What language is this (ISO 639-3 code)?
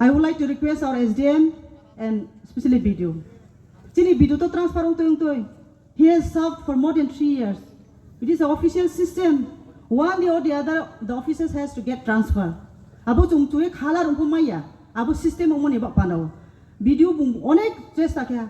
ria